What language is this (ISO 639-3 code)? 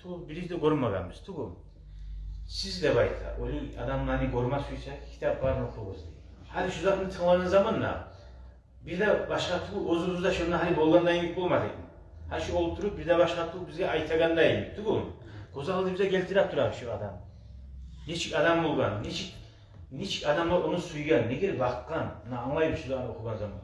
kum